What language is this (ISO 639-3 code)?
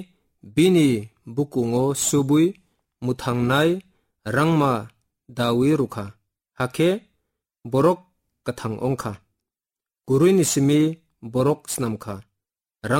trp